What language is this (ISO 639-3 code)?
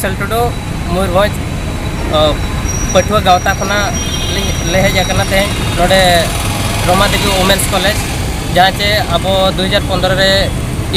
sat